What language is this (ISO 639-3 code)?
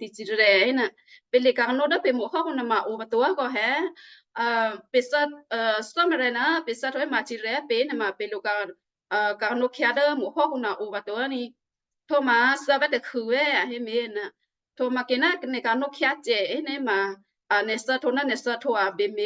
kyu